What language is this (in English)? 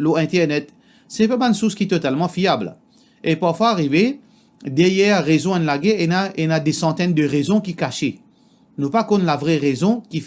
Morisyen